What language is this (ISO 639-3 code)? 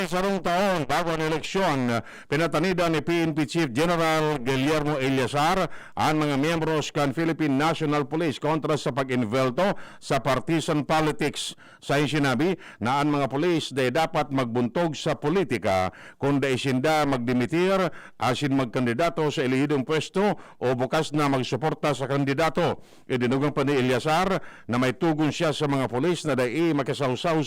bik